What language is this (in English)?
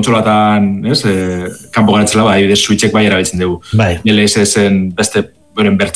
Basque